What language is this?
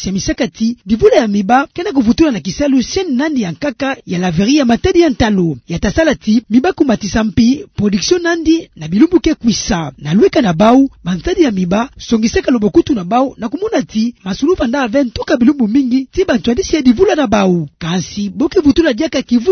Kituba (Democratic Republic of Congo)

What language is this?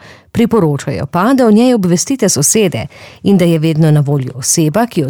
Slovenian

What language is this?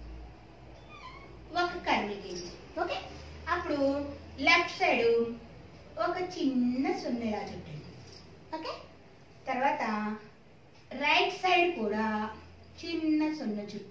Telugu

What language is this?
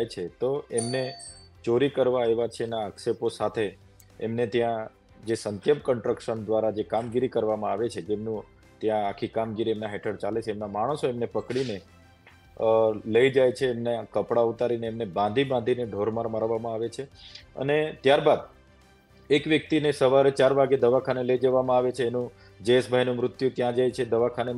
Gujarati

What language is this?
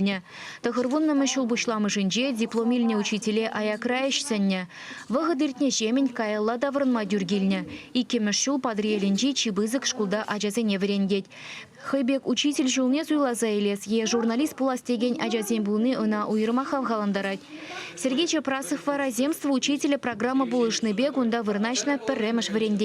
Chuvash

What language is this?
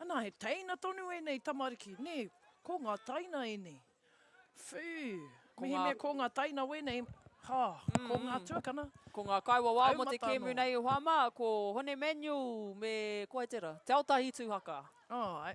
Māori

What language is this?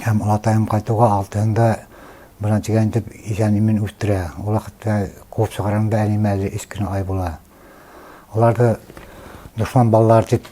Bashkir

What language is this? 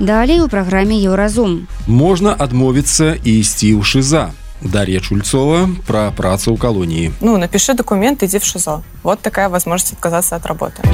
Belarusian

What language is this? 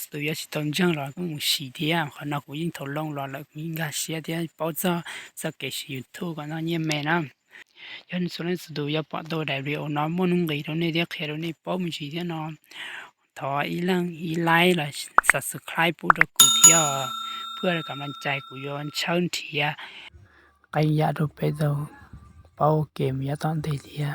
Hmong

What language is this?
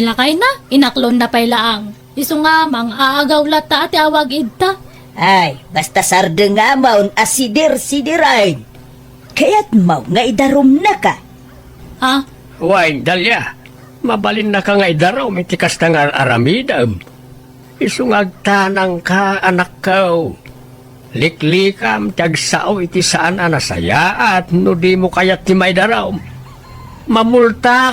Iloko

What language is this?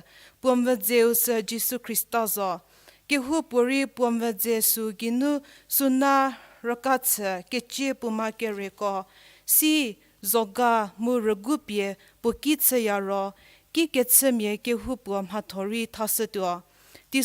Angami Naga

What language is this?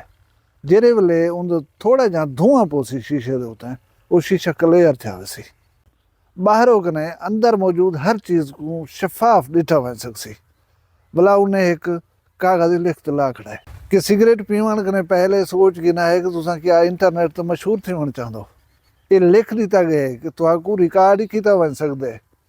Saraiki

